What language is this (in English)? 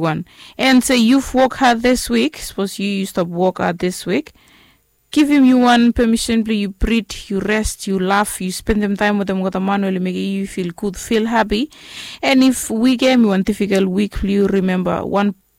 Bislama